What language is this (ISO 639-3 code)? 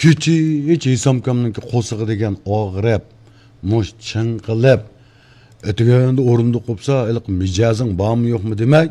uig